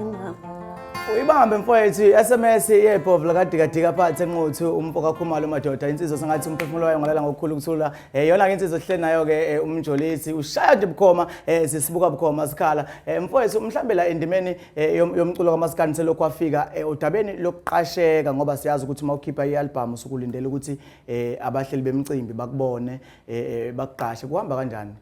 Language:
Zulu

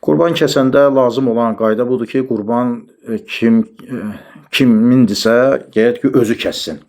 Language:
Azerbaijani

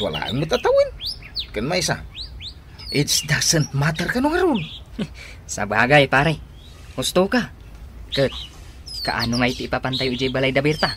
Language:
Iloko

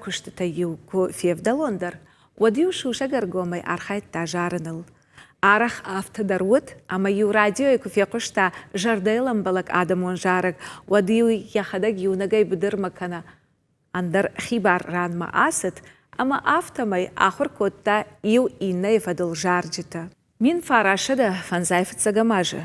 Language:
Ossetic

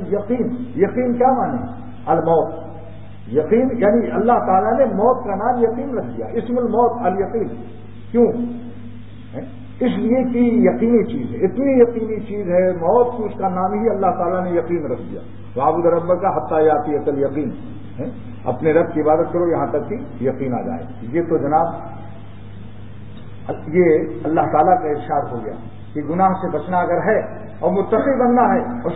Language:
Urdu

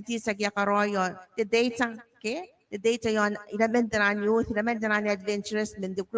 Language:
Gilbertese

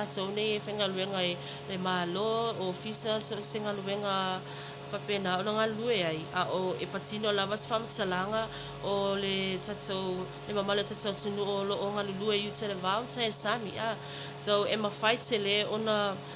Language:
Samoan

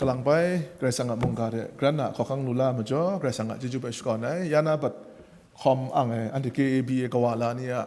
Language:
Kachin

